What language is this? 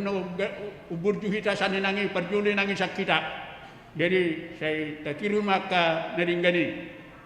Batak Toba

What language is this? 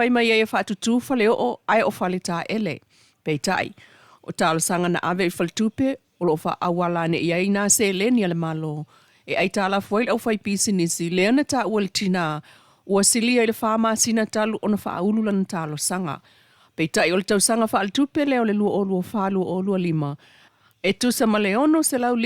Samoan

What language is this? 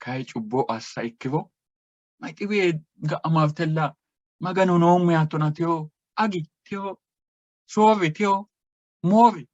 Sidamo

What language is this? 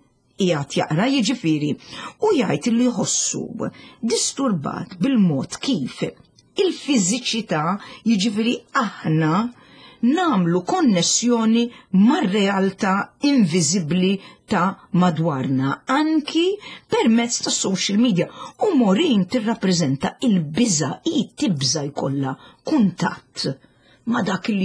Maltese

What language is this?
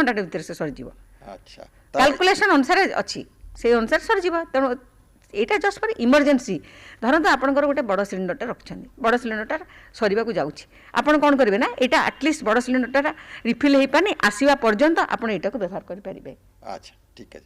Odia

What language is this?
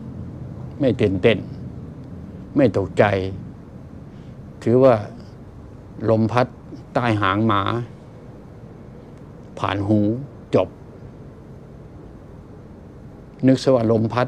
Thai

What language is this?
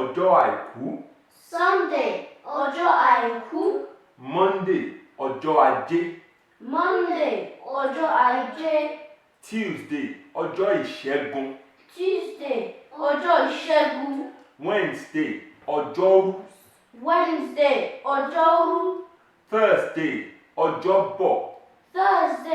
Yoruba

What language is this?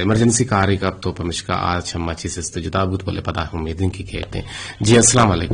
Eastern Balochi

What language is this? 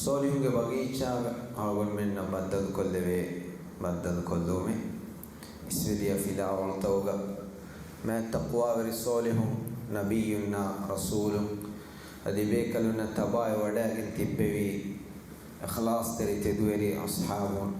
Divehi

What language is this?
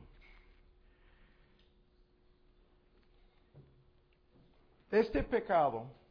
Spanish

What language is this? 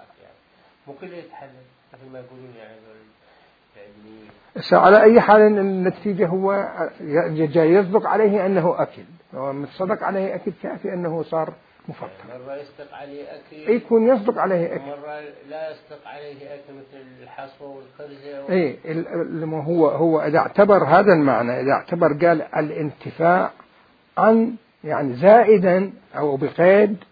Mesopotamian Arabic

